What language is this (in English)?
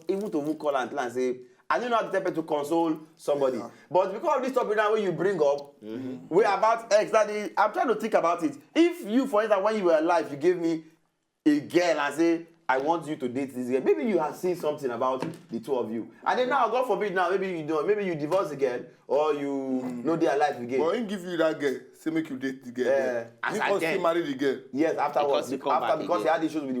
Nigerian Pidgin